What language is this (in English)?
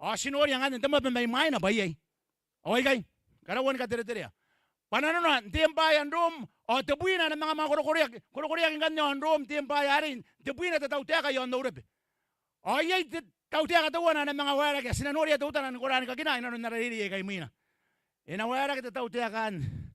Gilbertese